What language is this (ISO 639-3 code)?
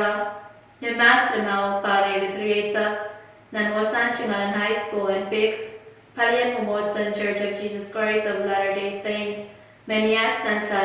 pon